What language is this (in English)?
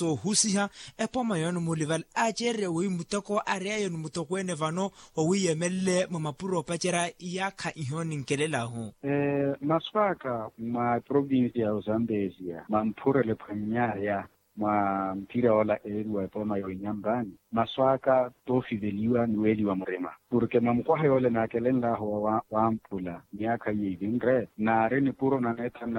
Makhuwa